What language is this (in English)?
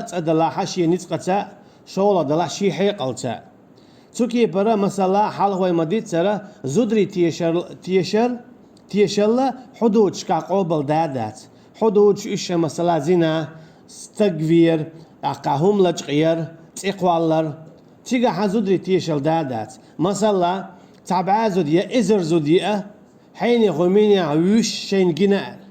Chechen